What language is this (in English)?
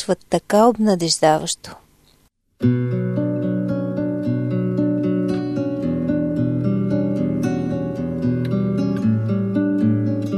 Bulgarian